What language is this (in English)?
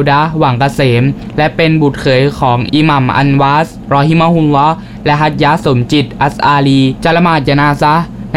Thai